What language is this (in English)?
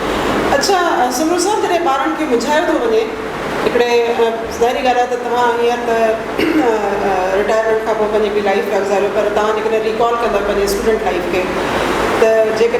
Sindhi